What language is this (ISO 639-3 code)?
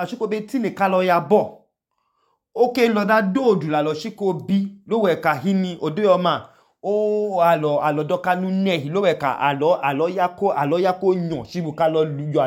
idu